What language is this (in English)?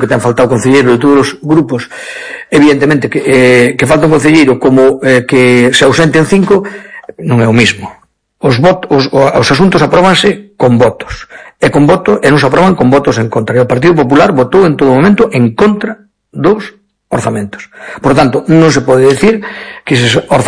Galician